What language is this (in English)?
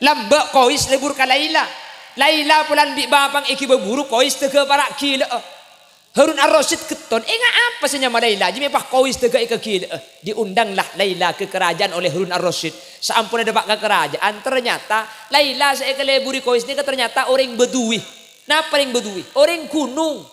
Madurese